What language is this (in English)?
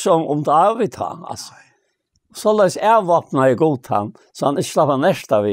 Faroese